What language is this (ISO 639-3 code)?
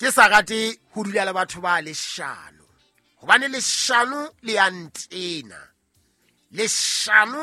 sot